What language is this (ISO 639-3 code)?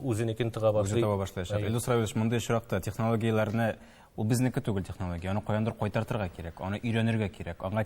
tat